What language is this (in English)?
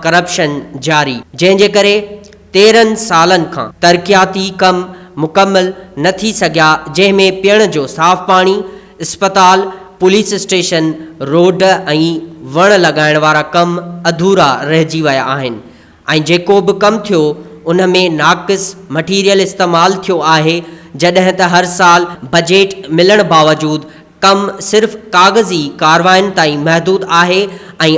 Sindhi